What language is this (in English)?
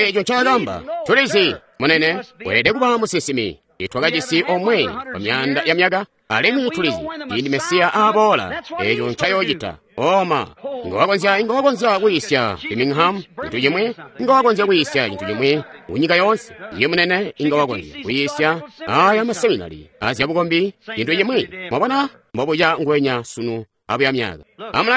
Tonga (Zambia)